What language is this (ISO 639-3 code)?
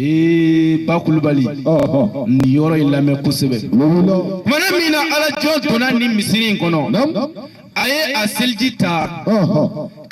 bam